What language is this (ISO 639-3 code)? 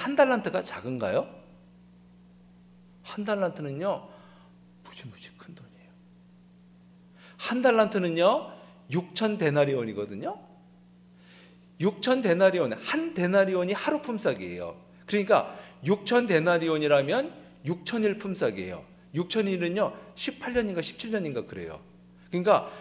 kor